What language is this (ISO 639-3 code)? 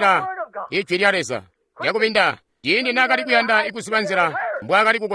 toi